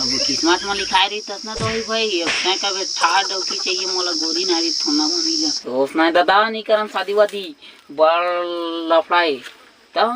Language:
Chhattisgarhi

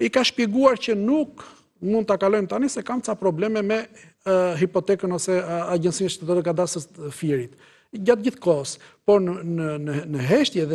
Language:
Albanian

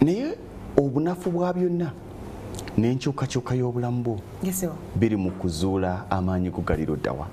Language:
Ganda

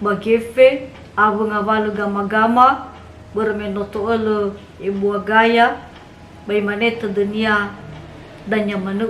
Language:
Nias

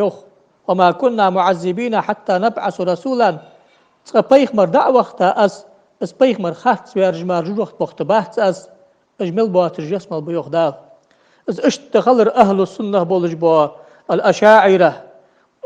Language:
Ingush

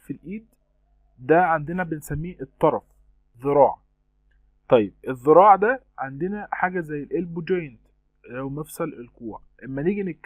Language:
Egyptian Arabic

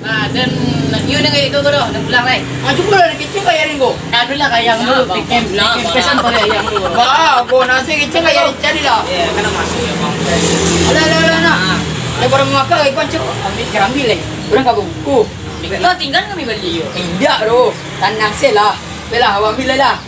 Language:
Minangkabau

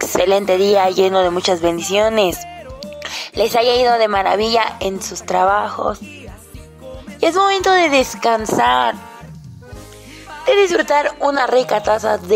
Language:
Spanish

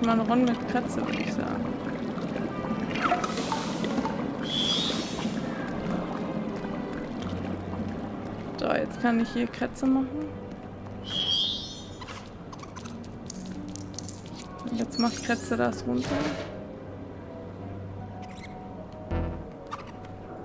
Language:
German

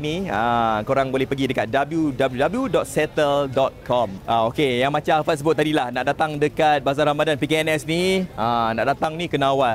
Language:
Malay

